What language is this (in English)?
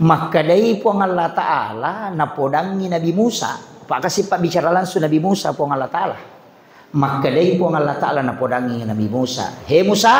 Buginese